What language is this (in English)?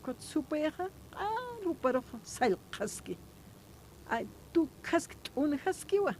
Aymara